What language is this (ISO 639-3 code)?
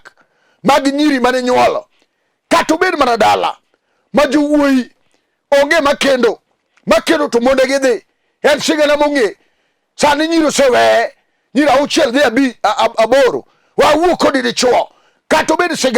luo